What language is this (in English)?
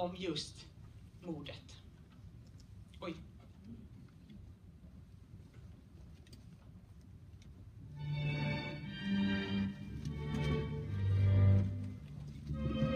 Swedish